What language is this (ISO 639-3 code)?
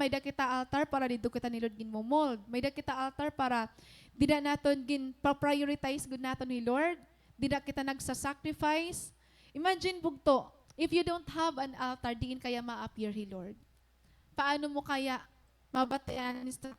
war